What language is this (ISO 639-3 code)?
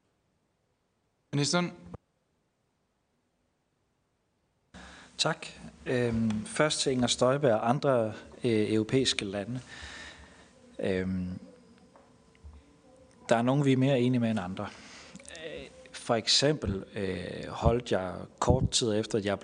dan